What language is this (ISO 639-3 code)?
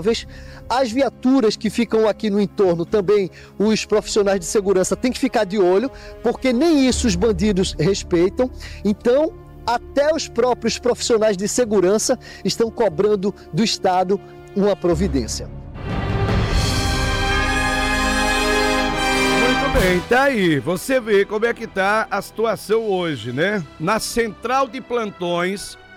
por